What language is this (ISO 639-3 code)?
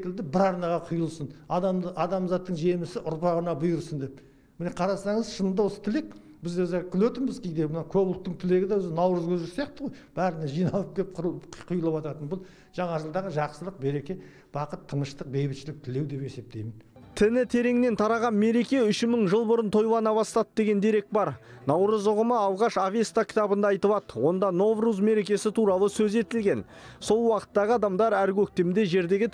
kaz